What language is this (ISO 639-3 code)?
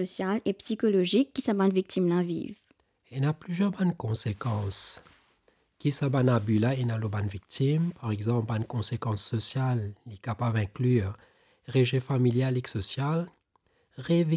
mfe